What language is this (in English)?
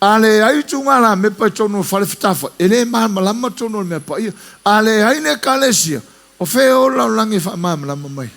Samoan